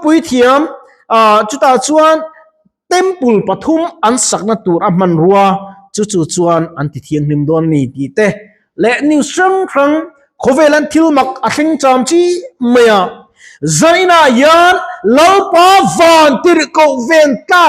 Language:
Mizo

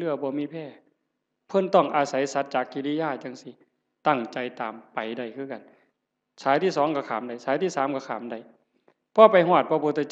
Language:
Northeastern Thai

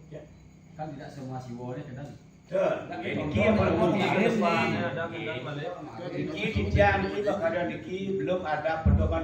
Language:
Balinese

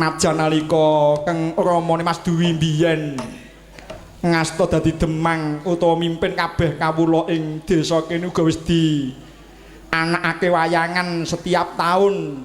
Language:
Javanese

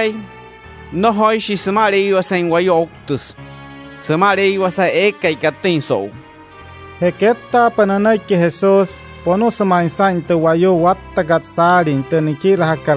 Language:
Wayuu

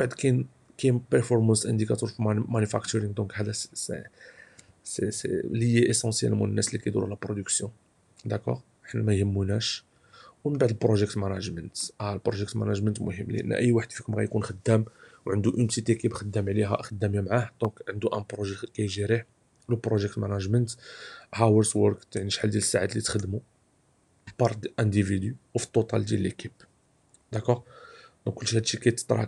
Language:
Moroccan Arabic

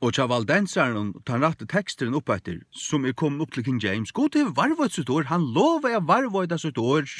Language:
Faroese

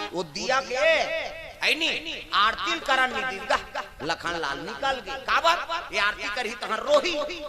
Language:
Chhattisgarhi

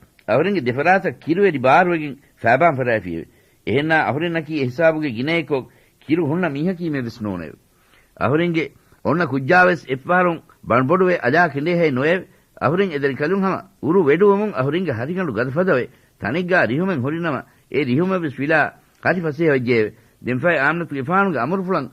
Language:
Divehi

